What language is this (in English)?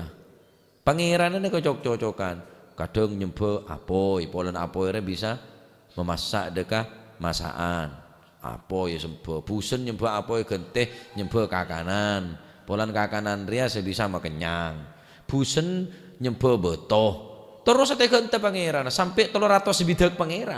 Madurese